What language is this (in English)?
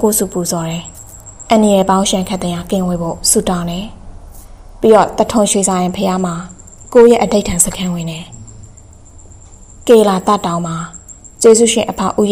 Burmese